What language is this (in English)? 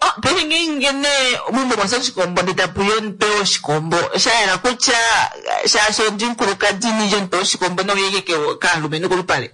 Kuanyama